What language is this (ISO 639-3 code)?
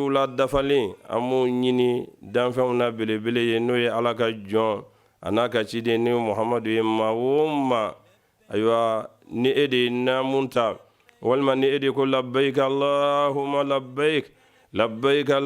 bam